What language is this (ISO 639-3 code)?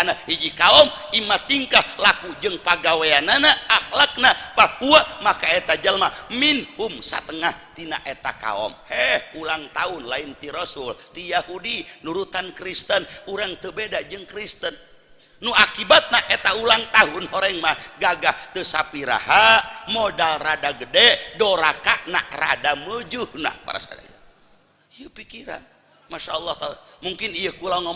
sun